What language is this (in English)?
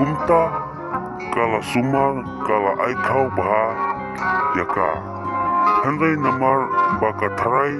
Khasi